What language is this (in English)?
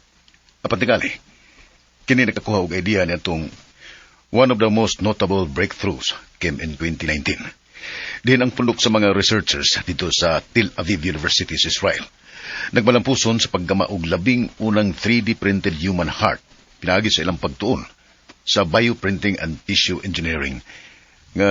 Cebuano